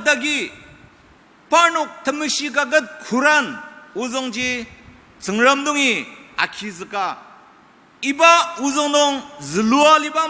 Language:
Ao Naga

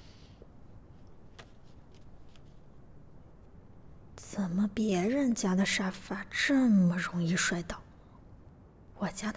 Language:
Chinese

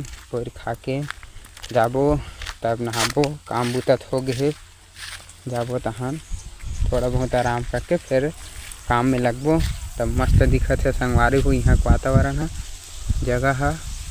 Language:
Chhattisgarhi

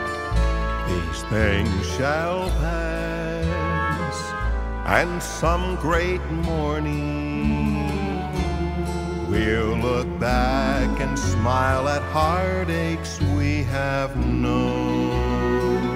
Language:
English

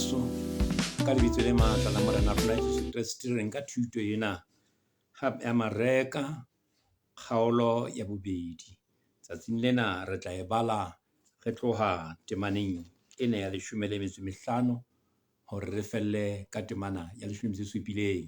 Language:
Southern Sotho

